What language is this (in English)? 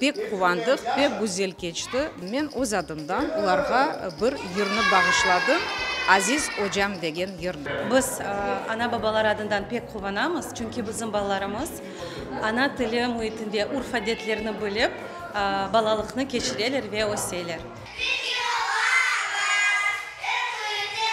Crimean Tatar